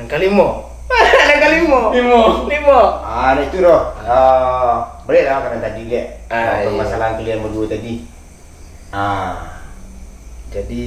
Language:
Minangkabau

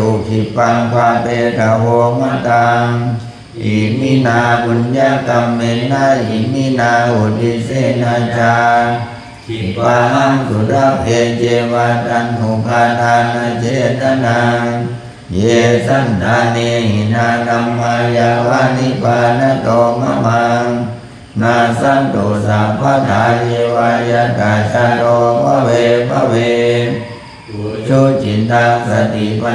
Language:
Pali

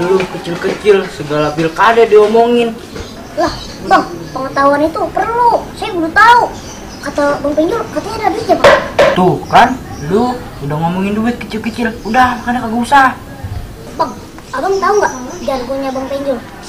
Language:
Betawi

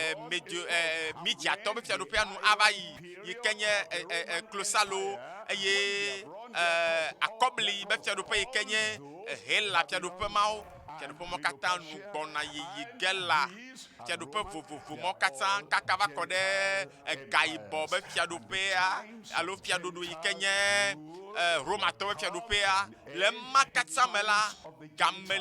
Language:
Ewe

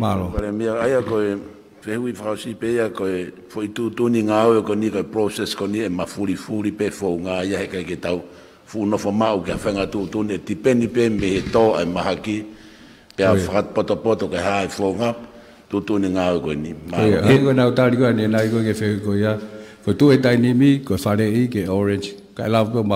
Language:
Tongan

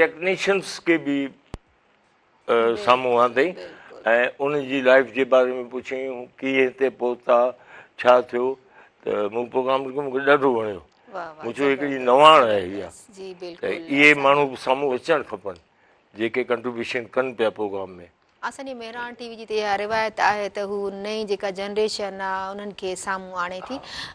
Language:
Sindhi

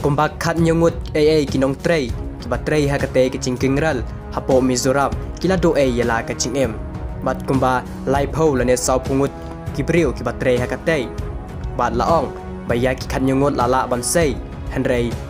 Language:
Khasi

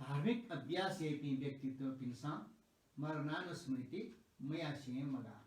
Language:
Newari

